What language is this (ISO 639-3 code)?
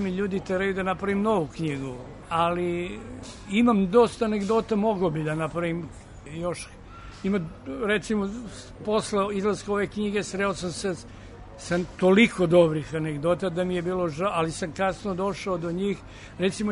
srp